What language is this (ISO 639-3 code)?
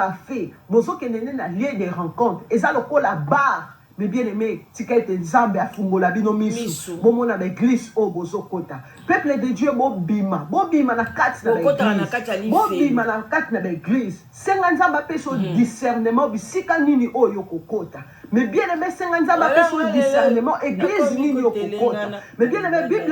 lin